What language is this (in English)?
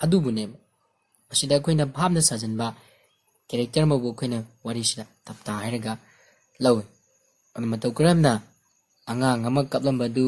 Manipuri